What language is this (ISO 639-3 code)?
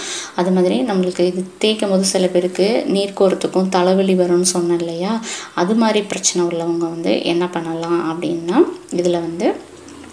tam